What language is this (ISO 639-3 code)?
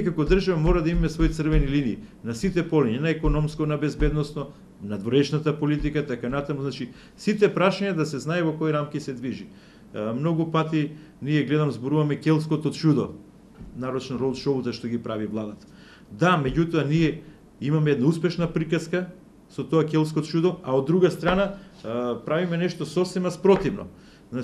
mkd